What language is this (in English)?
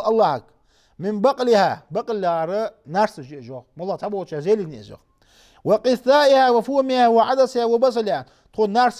Ingush